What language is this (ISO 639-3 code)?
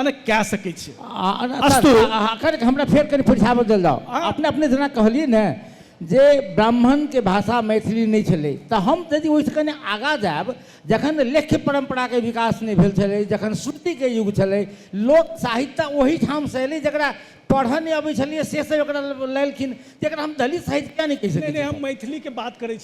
mai